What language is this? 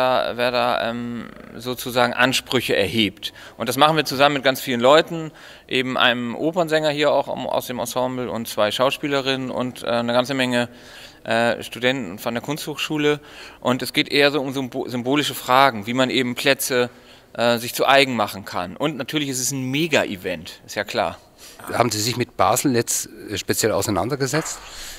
Swiss German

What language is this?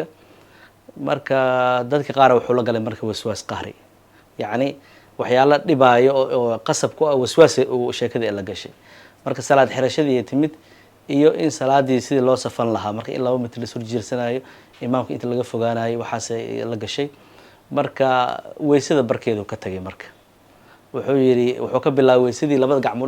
Somali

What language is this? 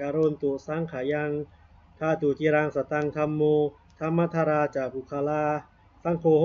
Pali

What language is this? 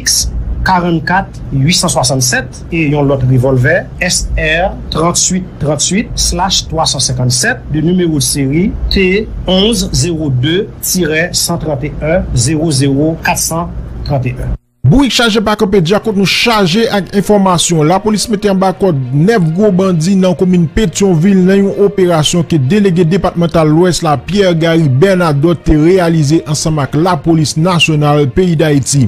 Haitian Creole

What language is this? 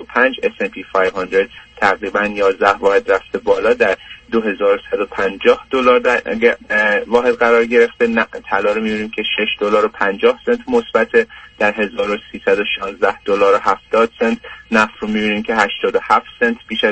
Persian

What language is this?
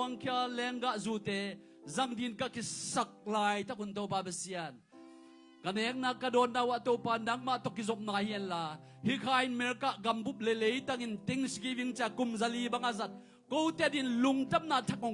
Tedim Chin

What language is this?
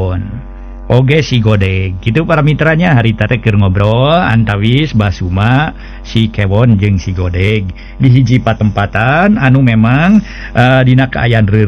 Sundanese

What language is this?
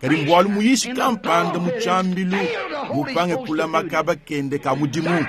Luba-Lulua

